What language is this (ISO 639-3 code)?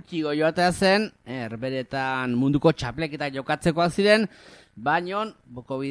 eus